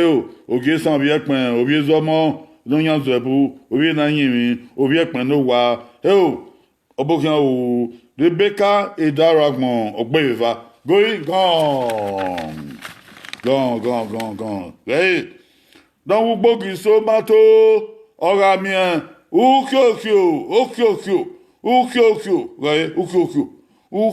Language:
Bini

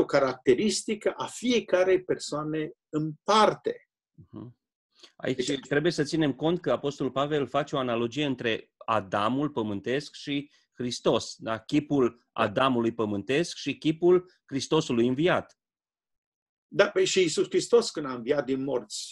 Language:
Romanian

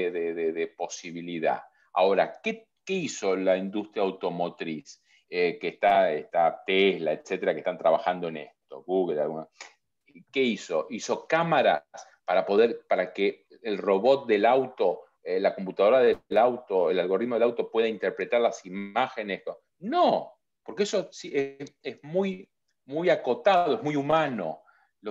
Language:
Spanish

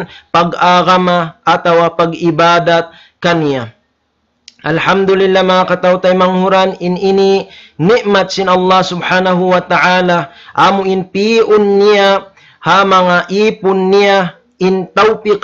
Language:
Tausug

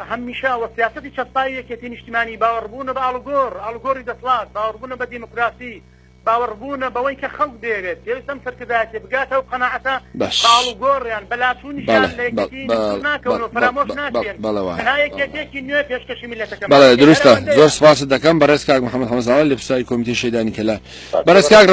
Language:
Central Kurdish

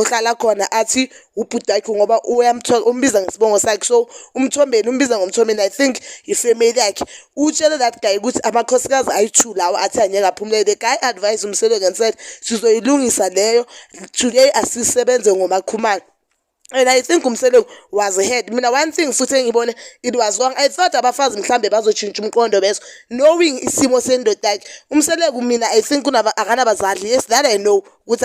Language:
Zulu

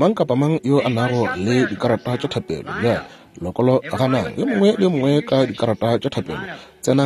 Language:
Northern Sotho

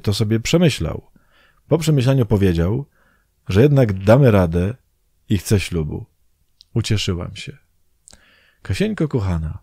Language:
Polish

